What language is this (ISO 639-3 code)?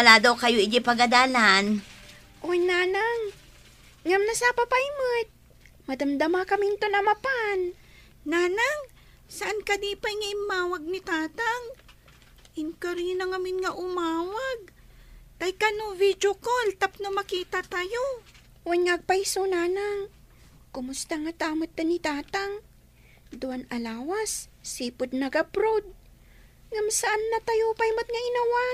ilo